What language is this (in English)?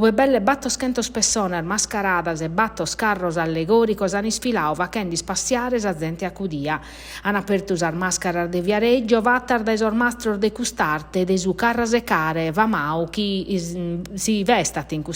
Sardinian